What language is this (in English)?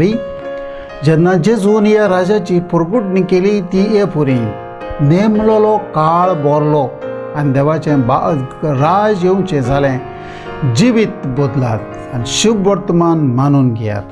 Konkani